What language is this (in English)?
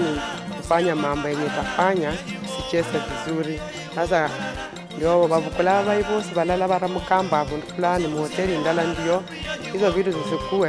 Luyia